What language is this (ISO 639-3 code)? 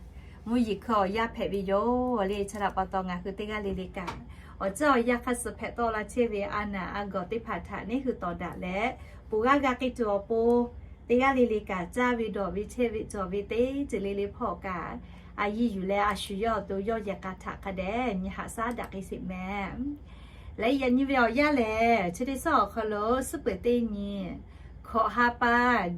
lhu